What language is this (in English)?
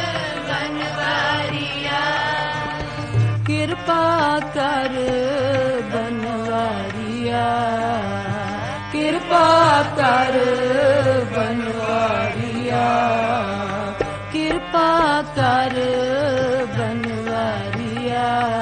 Punjabi